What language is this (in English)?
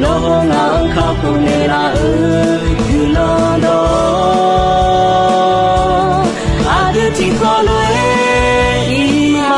Akha